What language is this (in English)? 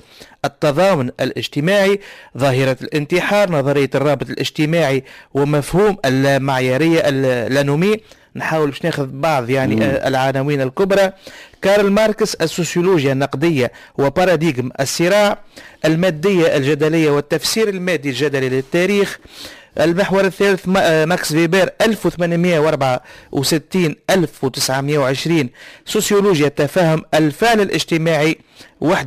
Tunisian Arabic